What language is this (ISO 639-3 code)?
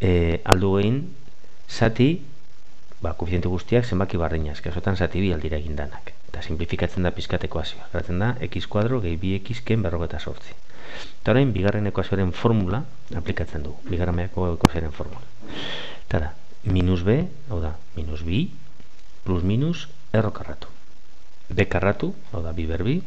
eus